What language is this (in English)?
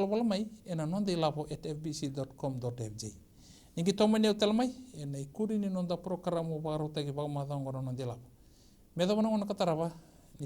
Fijian